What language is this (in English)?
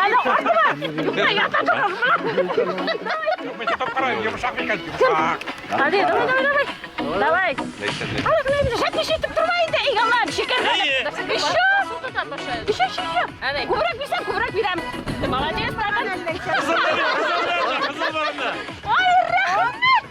Bashkir